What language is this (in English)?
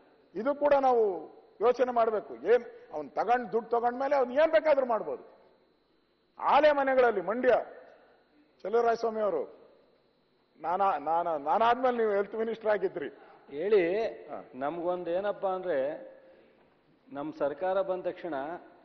Kannada